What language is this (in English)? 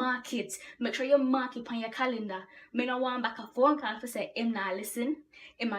Jamaican Creole English